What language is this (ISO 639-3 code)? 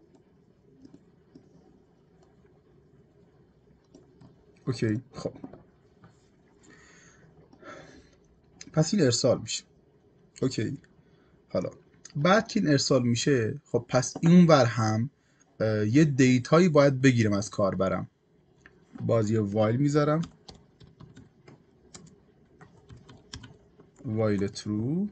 fas